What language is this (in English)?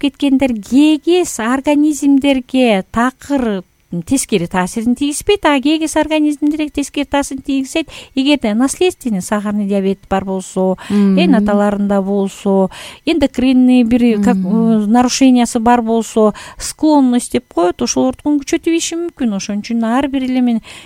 Kyrgyz